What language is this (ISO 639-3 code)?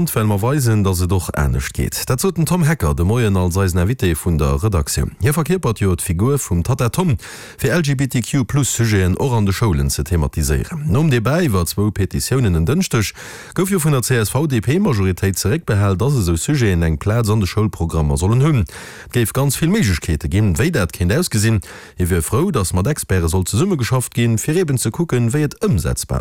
ltz